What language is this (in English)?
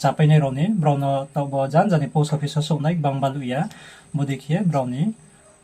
Riang (India)